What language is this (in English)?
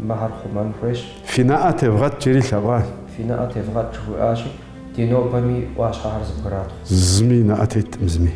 Kabardian